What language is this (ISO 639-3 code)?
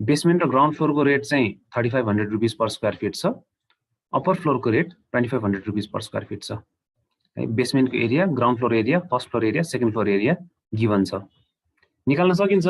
nep